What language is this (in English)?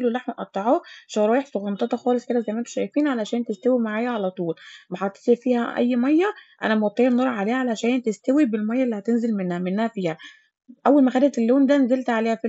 Egyptian Arabic